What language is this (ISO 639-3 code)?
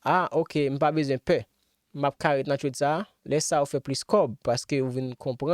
hat